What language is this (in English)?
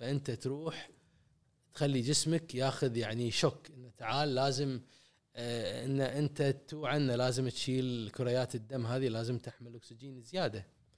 Gulf Arabic